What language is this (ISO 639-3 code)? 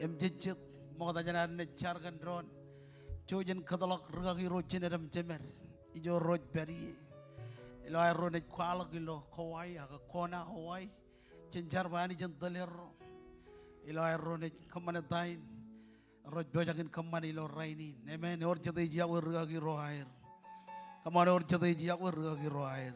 mah